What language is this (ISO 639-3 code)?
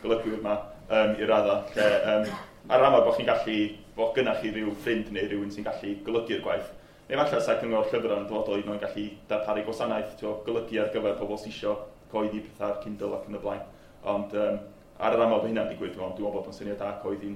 cym